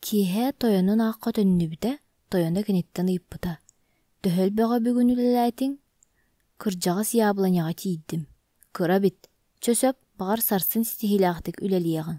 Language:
Yakut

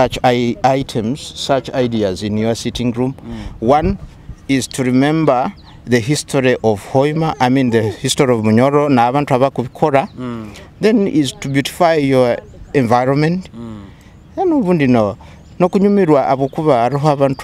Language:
Nyoro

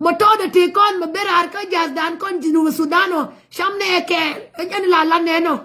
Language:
Nuer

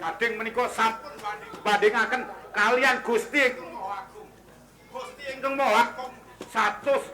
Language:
Javanese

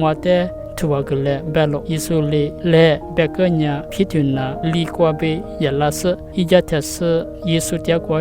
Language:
Lisu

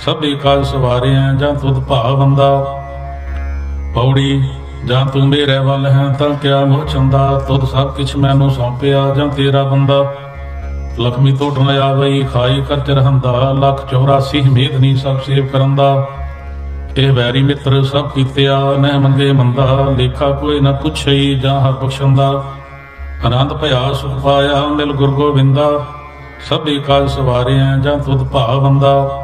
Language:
Punjabi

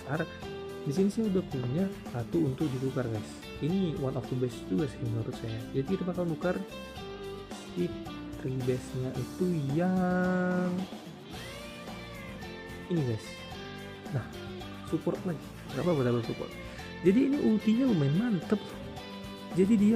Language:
Indonesian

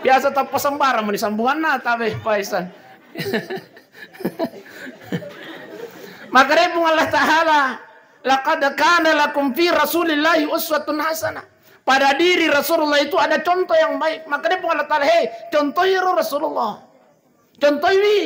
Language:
Buginese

